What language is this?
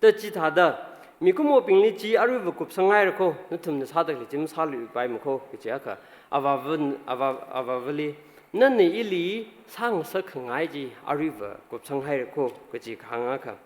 Tangkhul Naga (India)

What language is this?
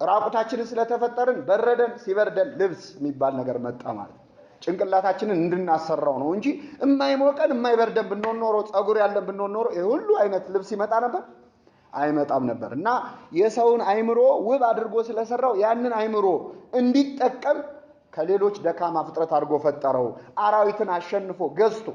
Amharic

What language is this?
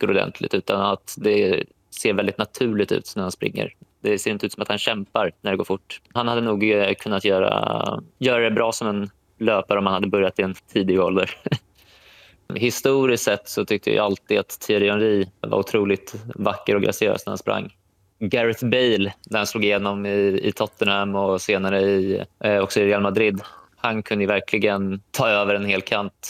Swedish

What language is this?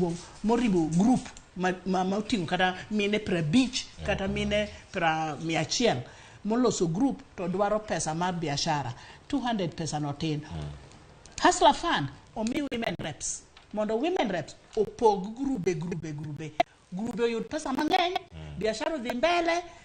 Luo (Kenya and Tanzania)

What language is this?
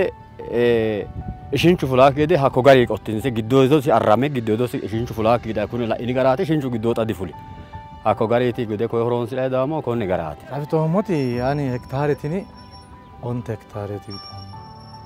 Sidamo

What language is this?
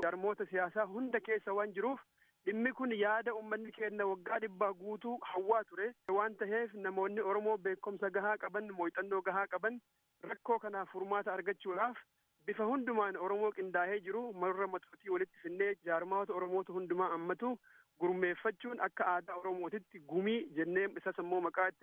Oromo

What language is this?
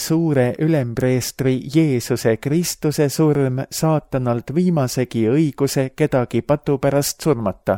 Estonian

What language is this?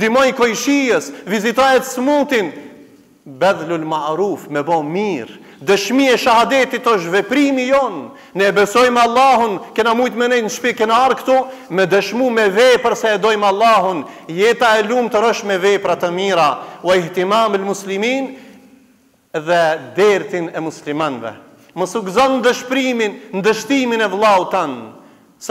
Albanian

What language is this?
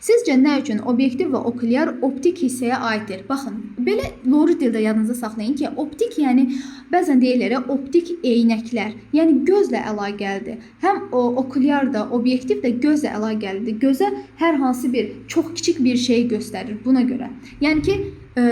Azerbaijani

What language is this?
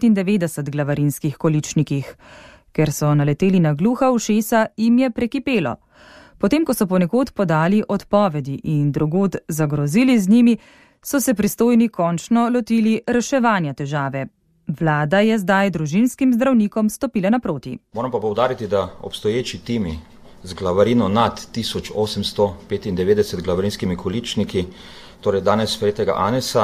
Slovenian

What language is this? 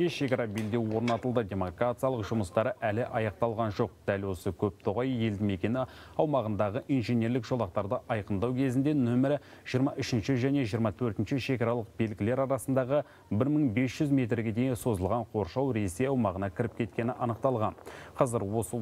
Kazakh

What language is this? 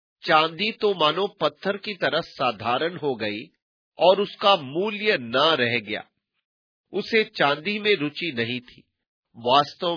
Hindi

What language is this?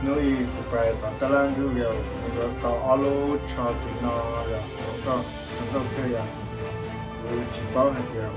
Hmong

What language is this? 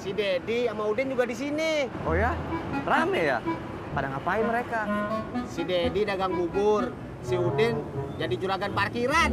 Betawi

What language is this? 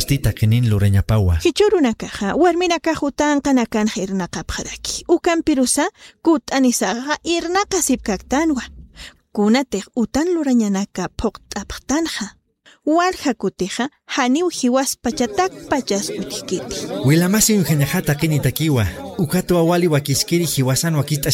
Aymara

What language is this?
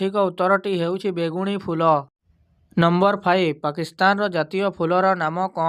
Odia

